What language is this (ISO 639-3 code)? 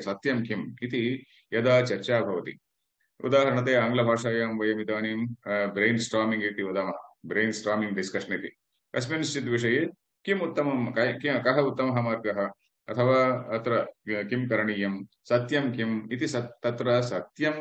san